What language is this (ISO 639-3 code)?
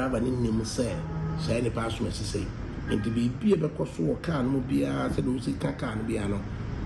aka